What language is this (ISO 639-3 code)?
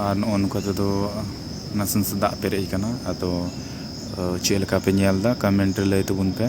sat